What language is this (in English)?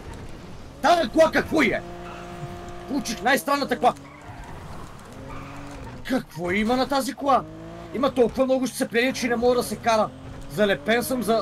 Bulgarian